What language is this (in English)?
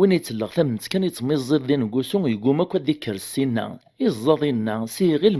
Kabyle